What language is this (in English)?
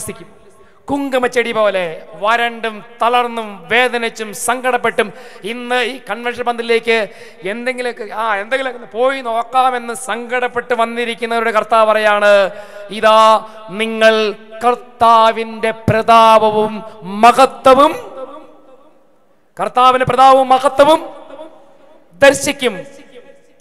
Malayalam